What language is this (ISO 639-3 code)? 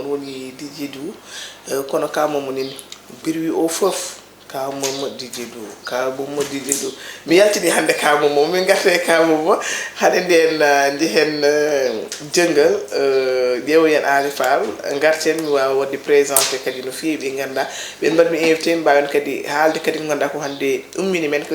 ful